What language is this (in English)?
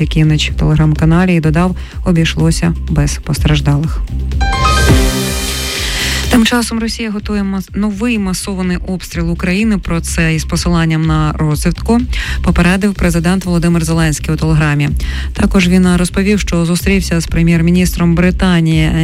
Ukrainian